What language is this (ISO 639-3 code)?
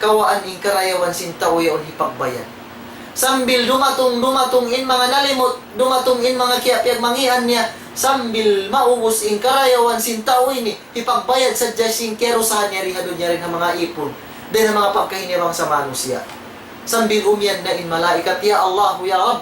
tsg